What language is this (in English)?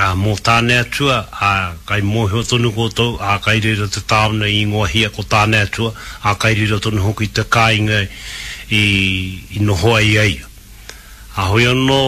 Māori